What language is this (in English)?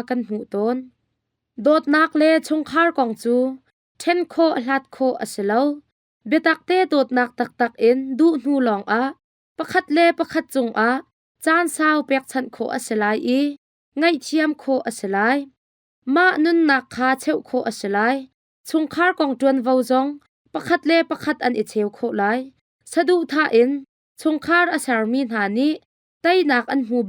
Hakha Chin